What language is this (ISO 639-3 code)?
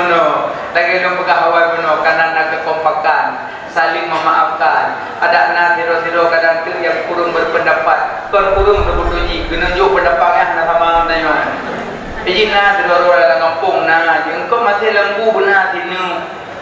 ace